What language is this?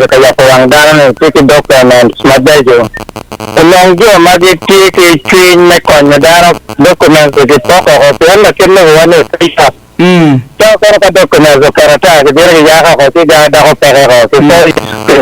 Acoli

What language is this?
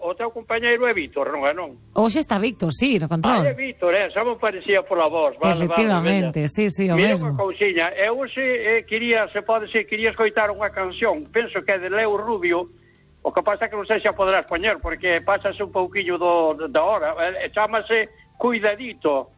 Galician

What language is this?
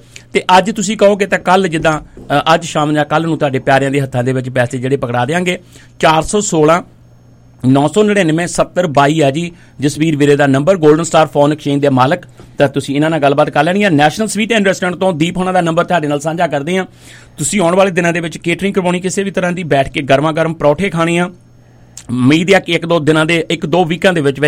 Punjabi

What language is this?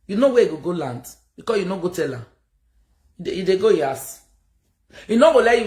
Nigerian Pidgin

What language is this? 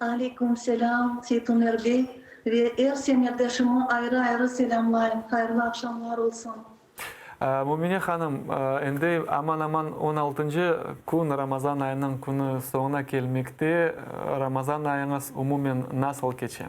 Crimean Tatar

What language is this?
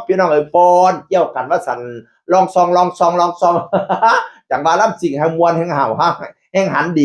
Northeastern Thai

